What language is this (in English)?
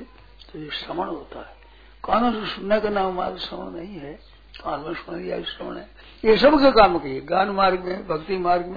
Hindi